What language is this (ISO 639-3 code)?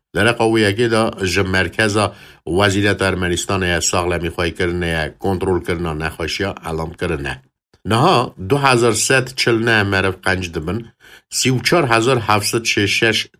kur